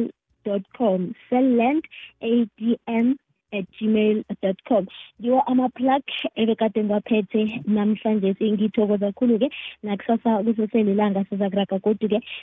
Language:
South Ndebele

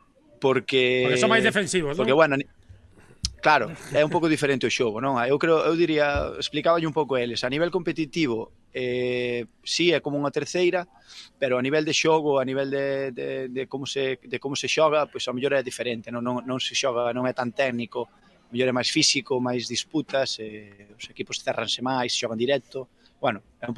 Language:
Galician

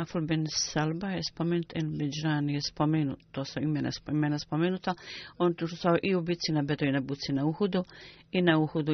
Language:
Bosnian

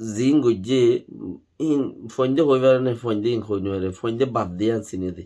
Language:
Rohingya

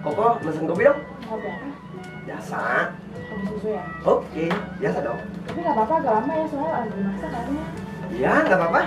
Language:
Betawi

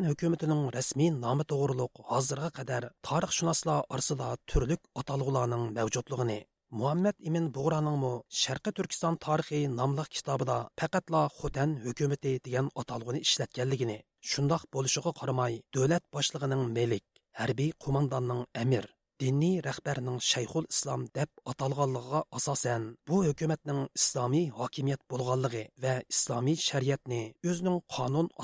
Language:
Uyghur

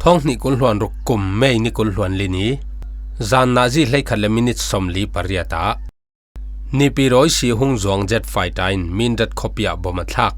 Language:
Falam Chin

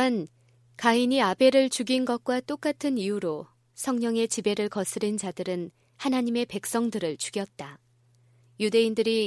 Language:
Korean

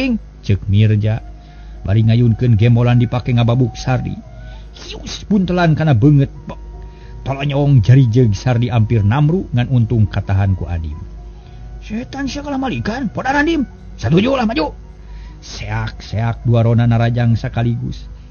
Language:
Sundanese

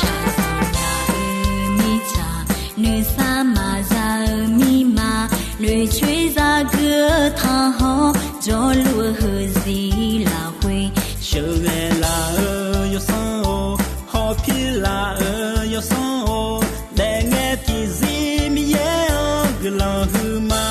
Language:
Akha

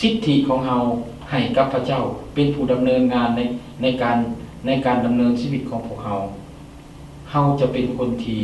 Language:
Lao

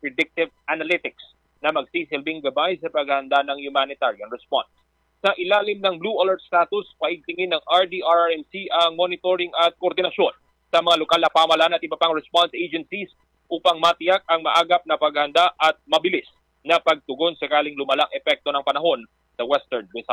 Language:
Filipino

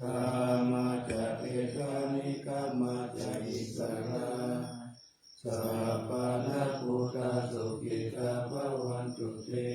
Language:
Pali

